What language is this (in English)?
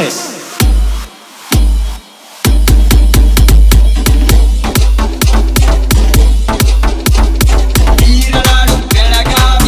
Kannada